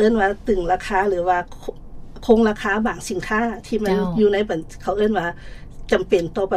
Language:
Lao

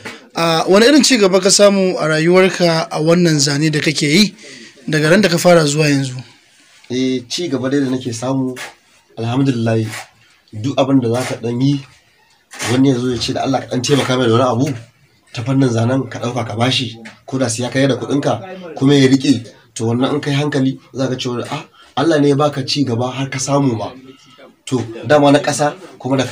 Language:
Hausa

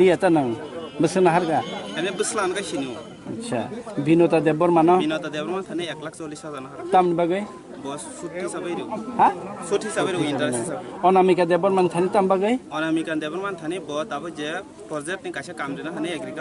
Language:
Kok Borok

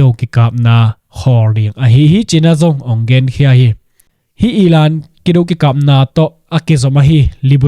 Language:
Tedim Chin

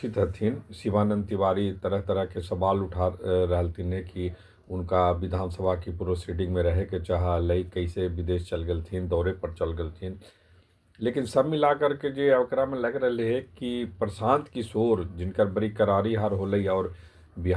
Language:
Magahi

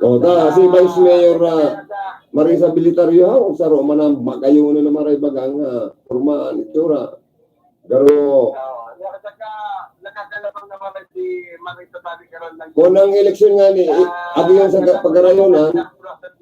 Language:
Bikol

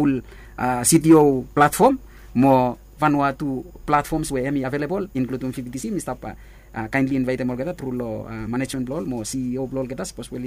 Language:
Bislama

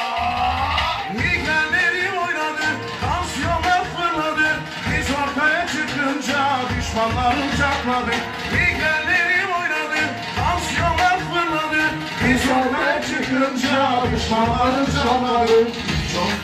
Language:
Turkish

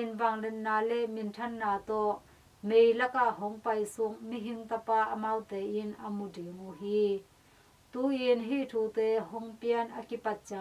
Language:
Tedim Chin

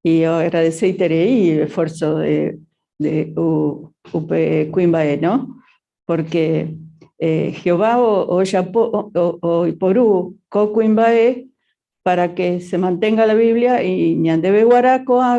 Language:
Guarani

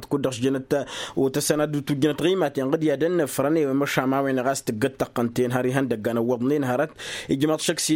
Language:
Tamasheq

